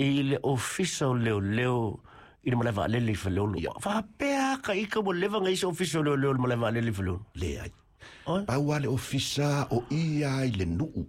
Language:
Samoan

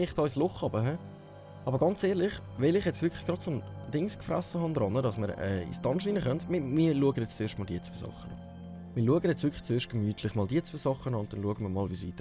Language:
Swiss German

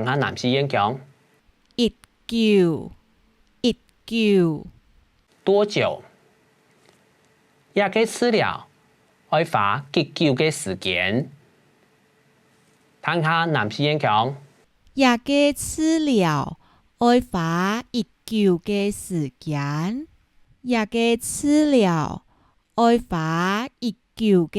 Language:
Hakka Chinese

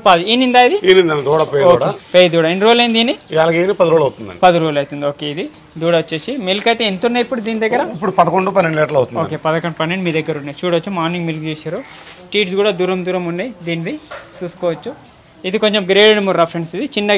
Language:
Telugu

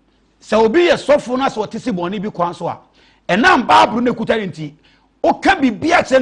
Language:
Akan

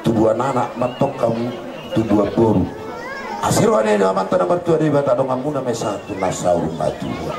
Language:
Batak Toba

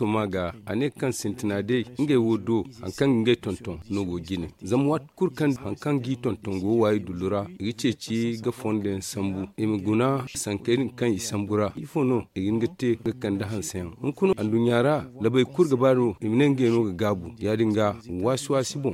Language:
Zarma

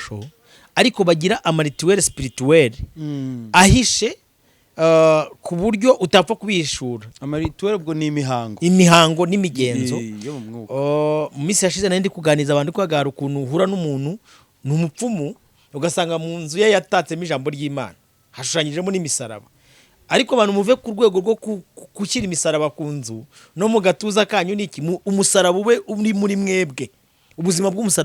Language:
Kinyarwanda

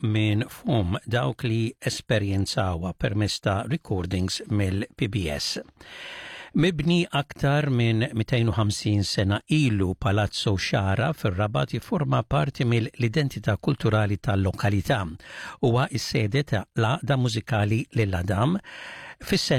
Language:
Maltese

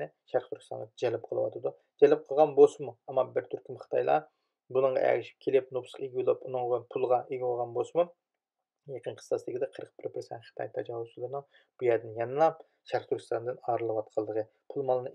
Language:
Uyghur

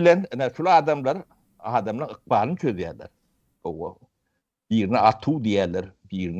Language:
Turkmen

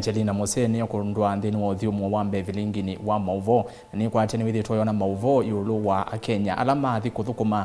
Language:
Kamba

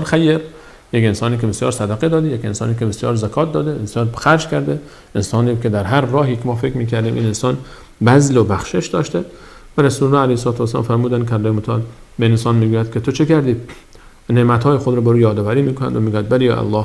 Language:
Persian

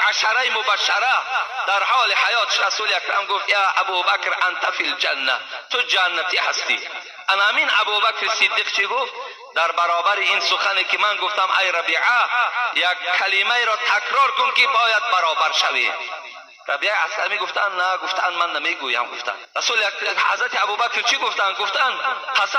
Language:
Tajik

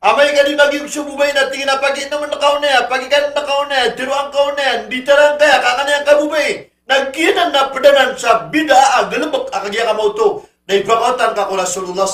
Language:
Maranao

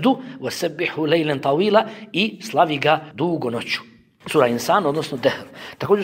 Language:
Bosnian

